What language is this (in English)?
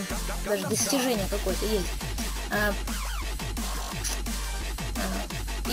Russian